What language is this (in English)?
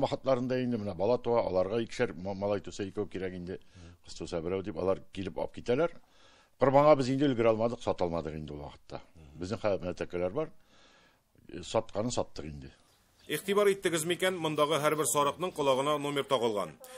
Tatar